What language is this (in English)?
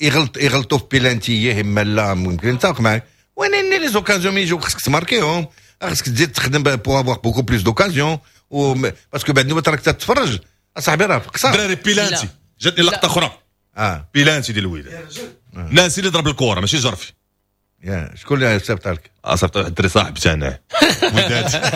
Moroccan Arabic